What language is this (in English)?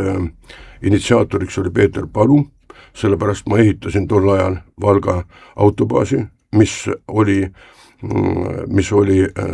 Estonian